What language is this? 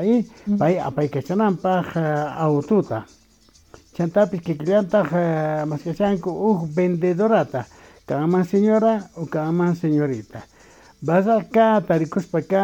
South Bolivian Quechua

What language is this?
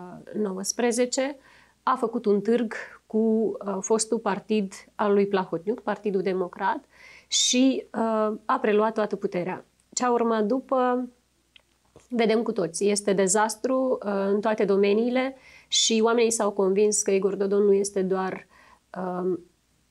Romanian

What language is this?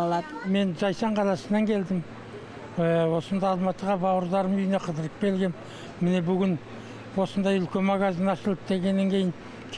Kazakh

